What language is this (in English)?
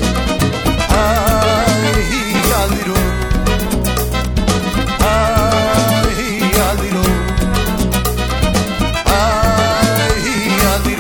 Basque